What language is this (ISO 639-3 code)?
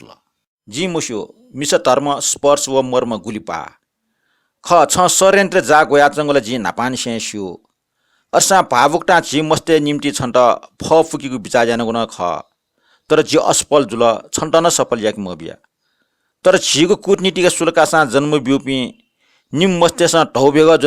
new